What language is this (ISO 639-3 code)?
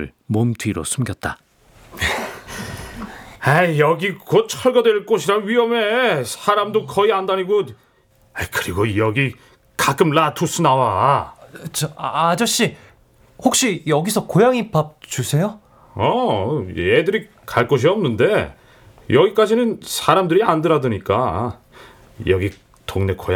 kor